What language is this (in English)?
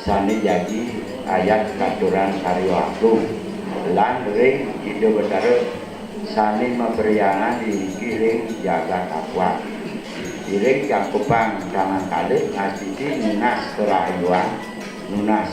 Balinese